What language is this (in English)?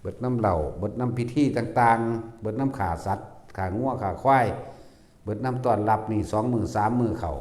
Northeastern Thai